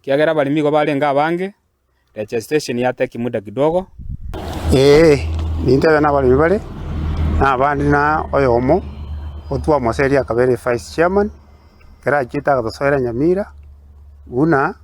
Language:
Gusii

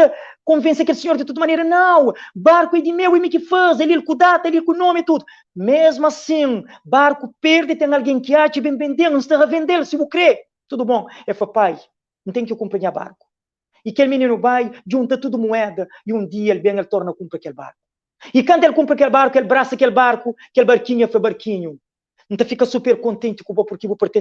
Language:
Kabuverdianu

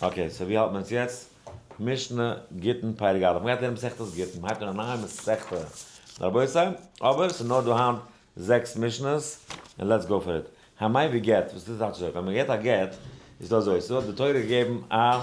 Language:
Yiddish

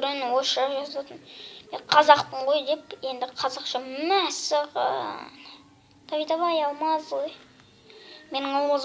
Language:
Kazakh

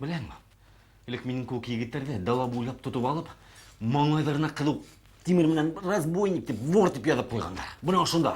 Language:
Bashkir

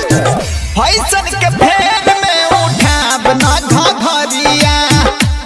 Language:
Magahi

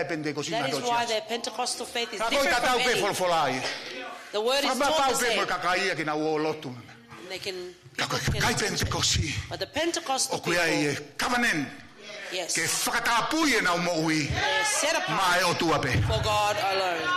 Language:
Tongan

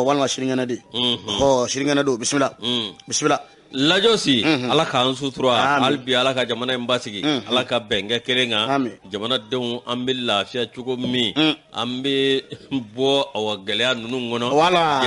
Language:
Bambara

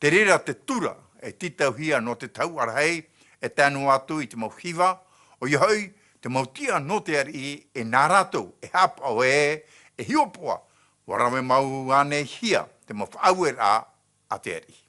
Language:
Tahitian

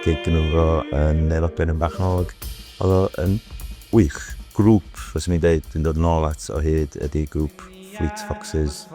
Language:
Welsh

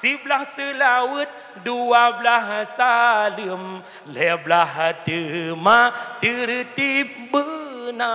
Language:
Achinese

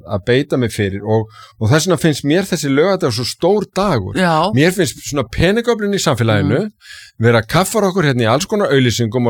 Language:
Icelandic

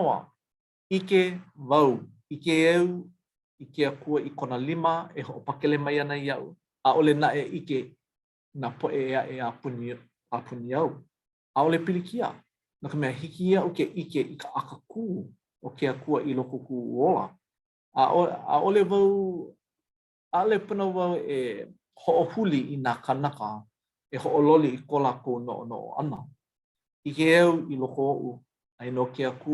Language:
Hawaiian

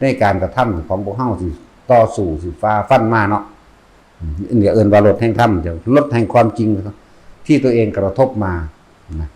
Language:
Northeastern Thai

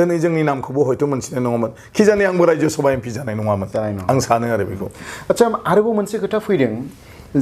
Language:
Bodo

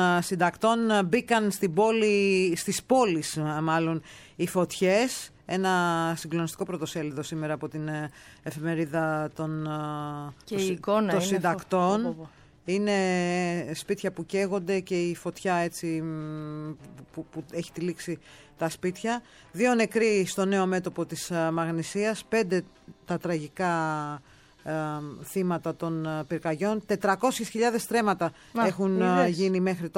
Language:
Greek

